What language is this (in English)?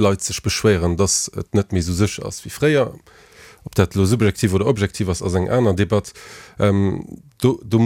Luxembourgish